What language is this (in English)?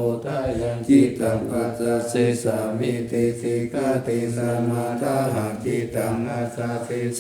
Pali